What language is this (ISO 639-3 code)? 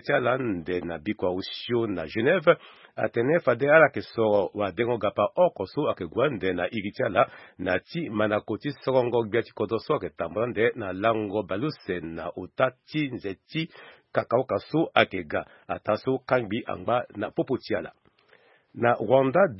sag